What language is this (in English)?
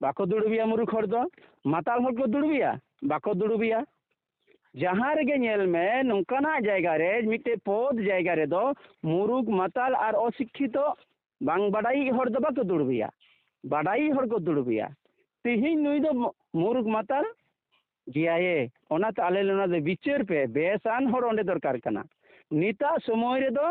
Santali